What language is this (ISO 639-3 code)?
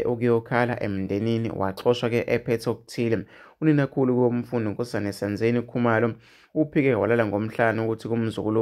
zul